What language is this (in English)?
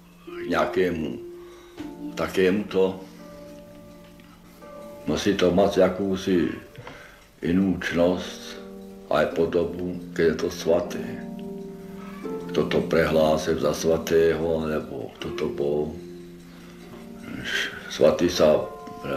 Slovak